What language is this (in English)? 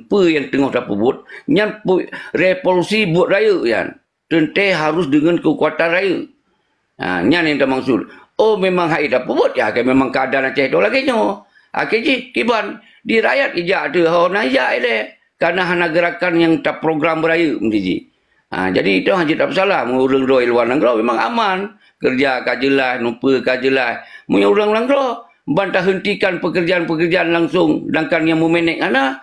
Achinese